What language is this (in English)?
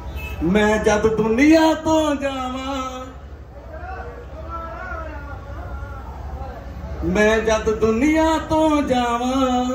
Punjabi